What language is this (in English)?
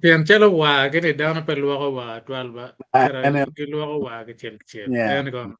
Acoli